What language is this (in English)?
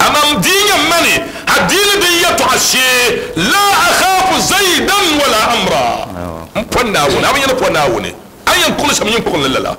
Dagbani